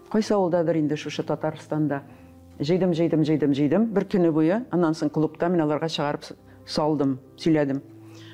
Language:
Tatar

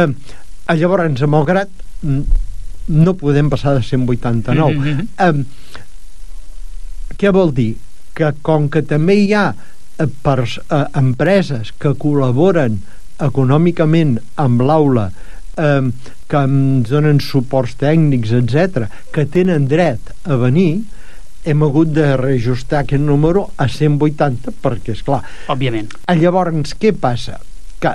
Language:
Catalan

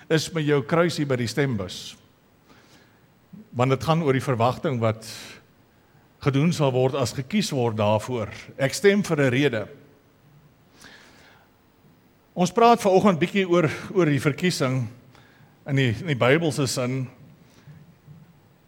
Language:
Afrikaans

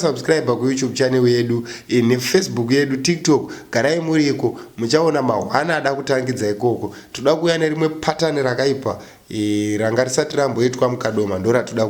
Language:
Shona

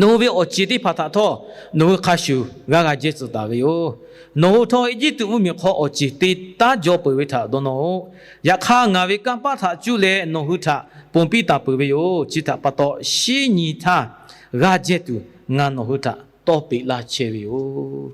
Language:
Lahu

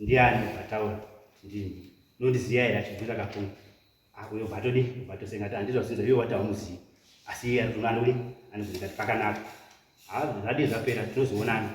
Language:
Shona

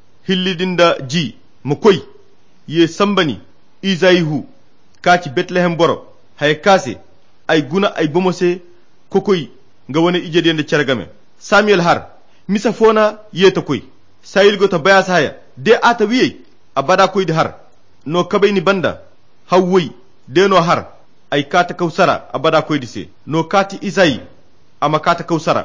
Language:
Koyra Chiini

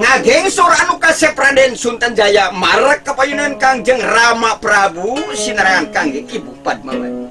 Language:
Sundanese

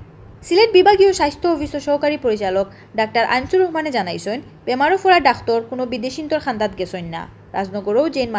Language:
Sylheti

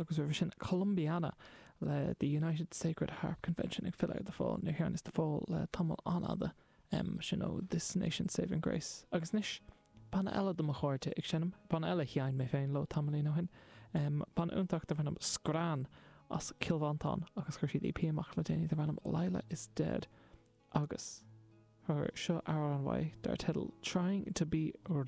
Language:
Irish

